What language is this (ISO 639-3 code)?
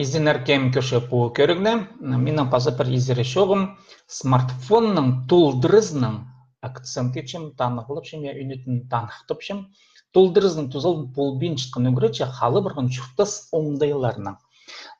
kjh